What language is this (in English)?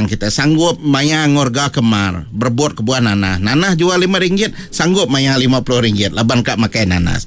Iban